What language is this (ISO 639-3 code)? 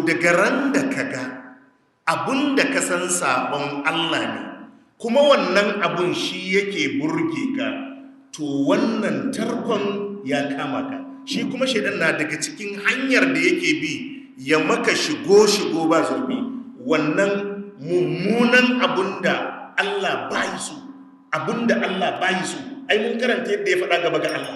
hau